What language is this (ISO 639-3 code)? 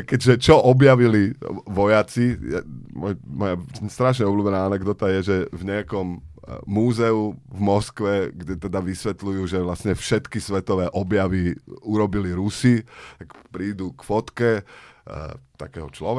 slk